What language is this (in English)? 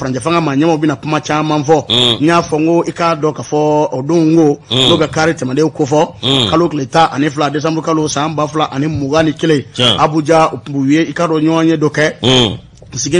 Bambara